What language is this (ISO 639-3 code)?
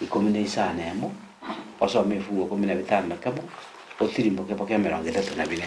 guz